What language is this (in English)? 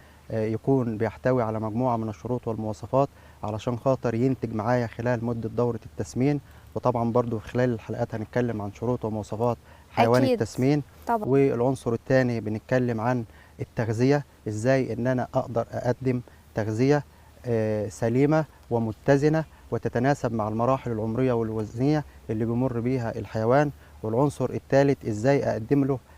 Egyptian Arabic